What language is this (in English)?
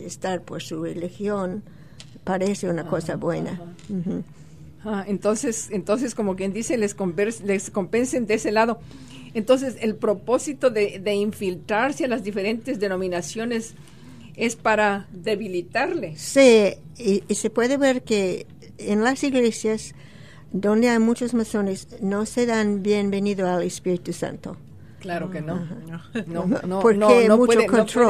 Spanish